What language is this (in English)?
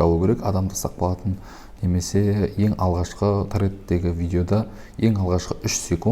Kazakh